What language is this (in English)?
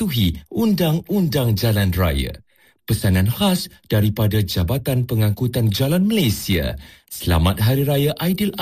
Malay